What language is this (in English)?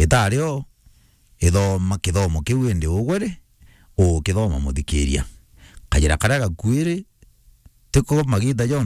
Meru